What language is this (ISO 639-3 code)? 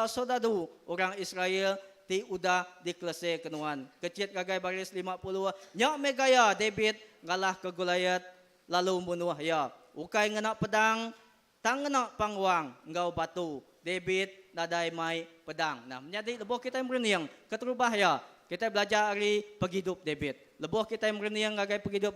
iba